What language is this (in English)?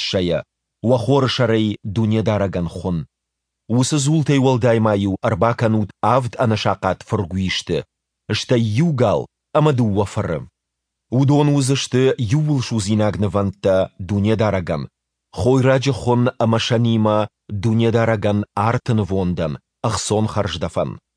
Ossetic